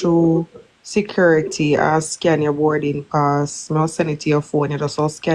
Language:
Jamaican Creole English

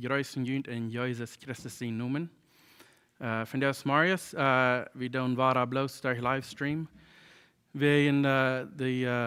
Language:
Plautdietsch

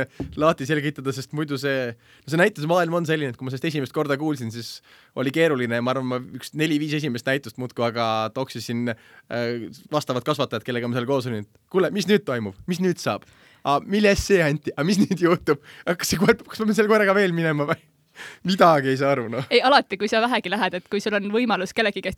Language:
Estonian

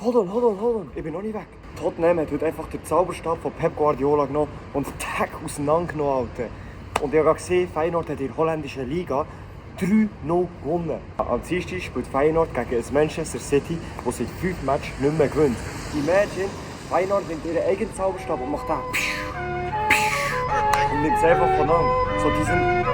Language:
Swiss German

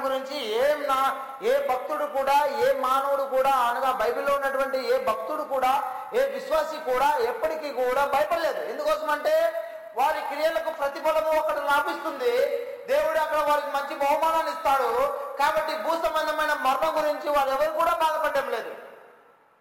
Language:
Telugu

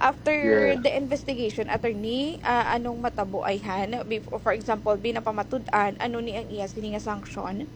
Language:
Hiligaynon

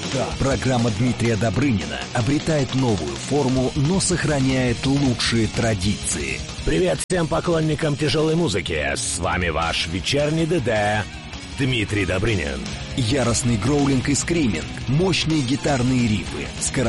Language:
Russian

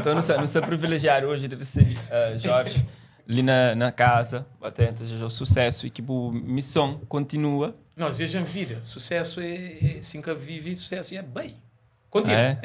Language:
Kabuverdianu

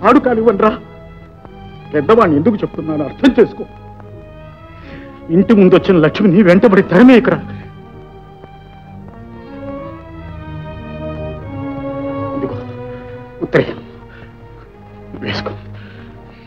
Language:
Telugu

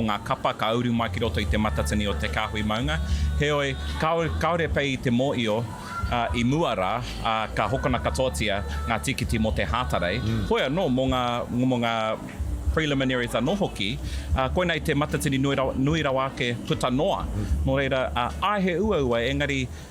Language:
Māori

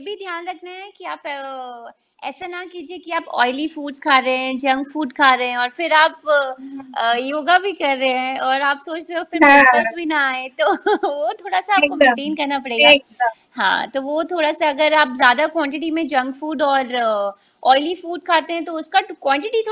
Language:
Hindi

